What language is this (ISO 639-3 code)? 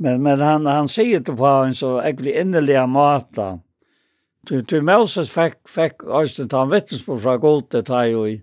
fao